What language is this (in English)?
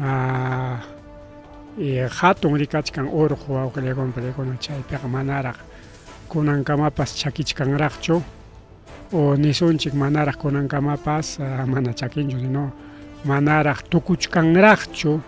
Ayacucho Quechua